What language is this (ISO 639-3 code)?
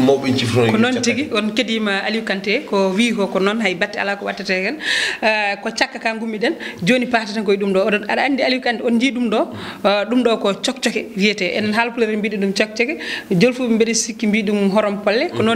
ful